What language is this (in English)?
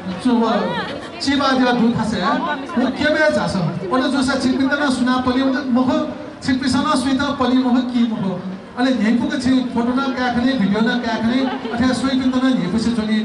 Newari